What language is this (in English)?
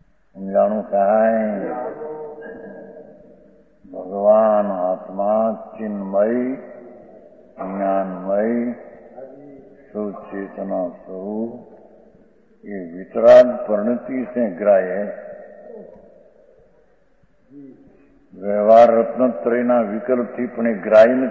Gujarati